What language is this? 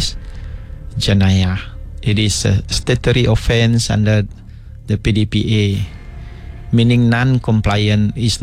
Iban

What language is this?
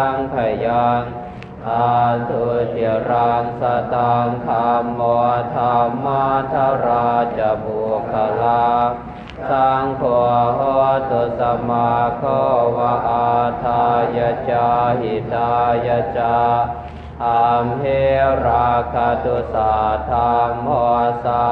Pali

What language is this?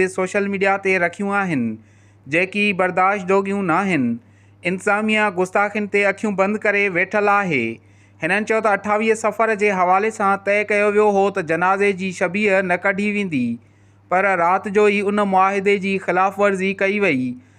Sindhi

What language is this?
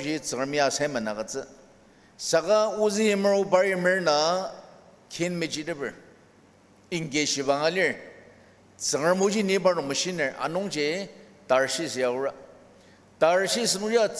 Ao Naga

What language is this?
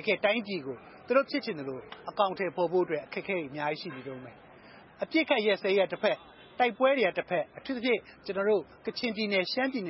Burmese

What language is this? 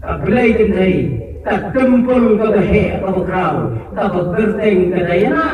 Khasi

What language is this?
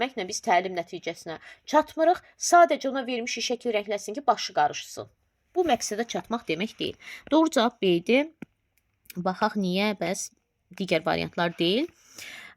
Azerbaijani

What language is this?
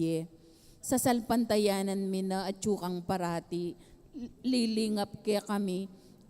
Pampanga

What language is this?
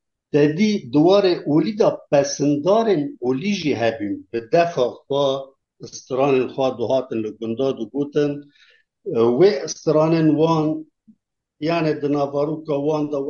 Kurdish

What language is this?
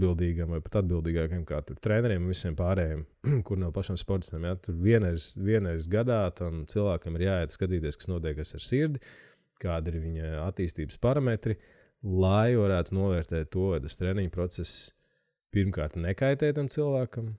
Latvian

